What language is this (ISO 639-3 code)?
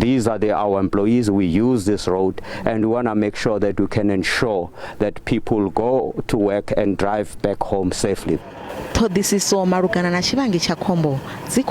ven